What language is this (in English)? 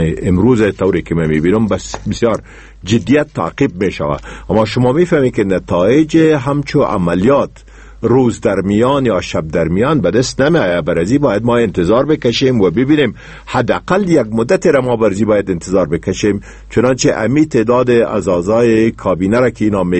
Persian